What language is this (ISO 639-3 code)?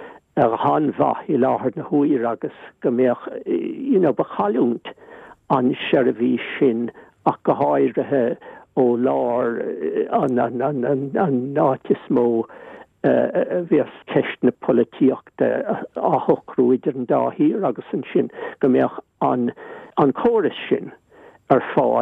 gle